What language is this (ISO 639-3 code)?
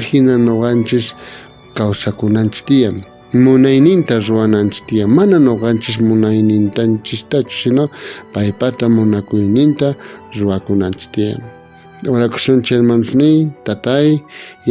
quh